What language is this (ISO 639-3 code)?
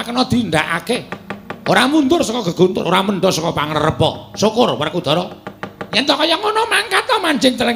jav